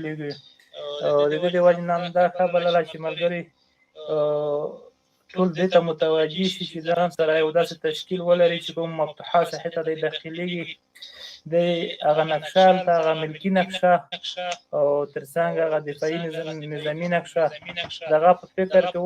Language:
Pashto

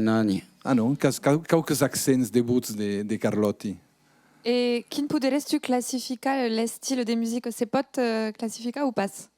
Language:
Occitan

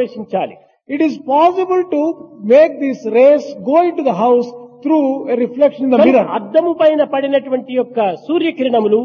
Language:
Telugu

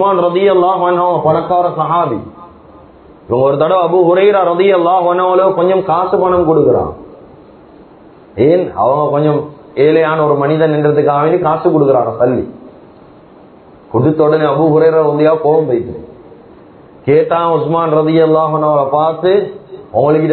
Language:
Tamil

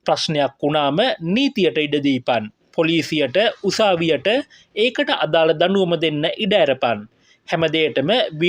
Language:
Sinhala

